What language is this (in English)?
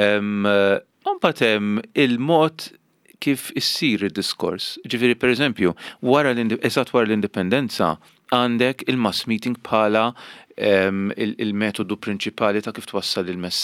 Maltese